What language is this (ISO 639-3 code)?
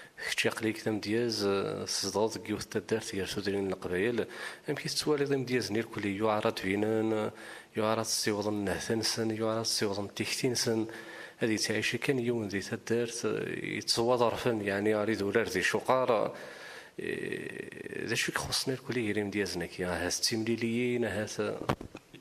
kab